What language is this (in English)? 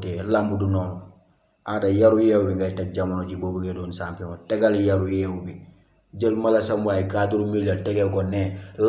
Wolof